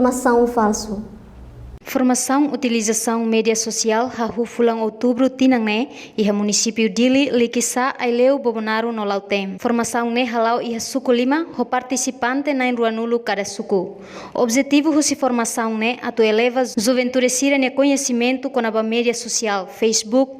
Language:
Tetum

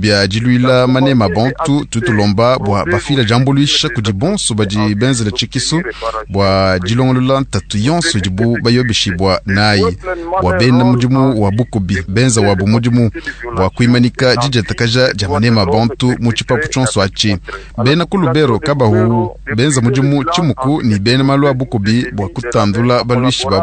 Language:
Luba-Lulua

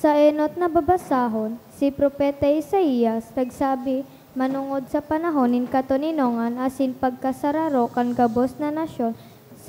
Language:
Bikol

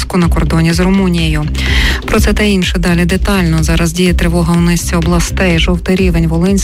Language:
Ukrainian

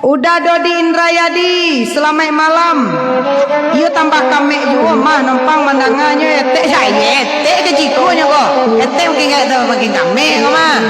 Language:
Minangkabau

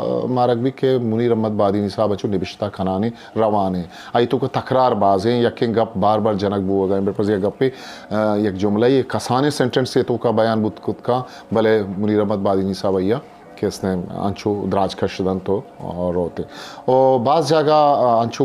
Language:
Eastern Balochi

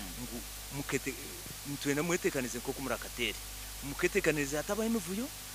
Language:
Nyoro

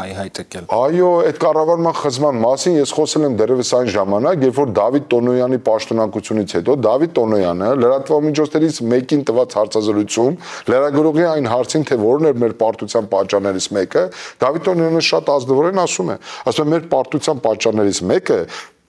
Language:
Armenian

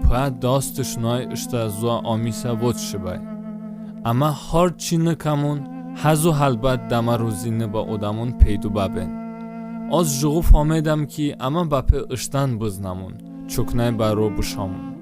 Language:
Talysh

